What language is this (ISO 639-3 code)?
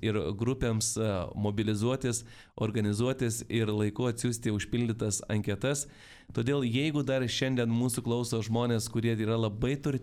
lit